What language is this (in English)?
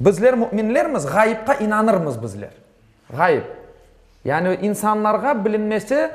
Crimean Tatar